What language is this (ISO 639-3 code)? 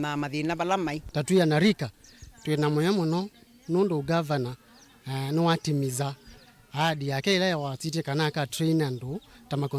kam